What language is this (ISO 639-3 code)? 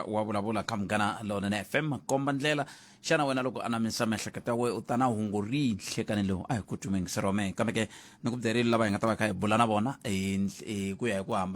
tso